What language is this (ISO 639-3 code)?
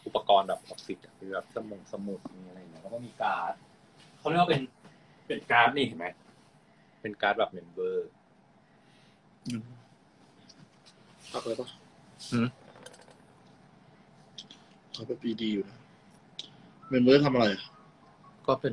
tha